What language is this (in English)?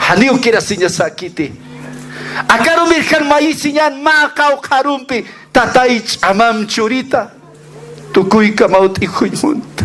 Aymara